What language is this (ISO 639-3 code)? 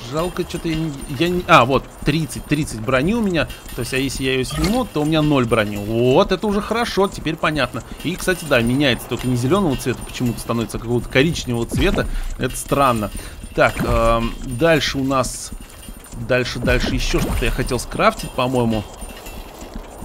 rus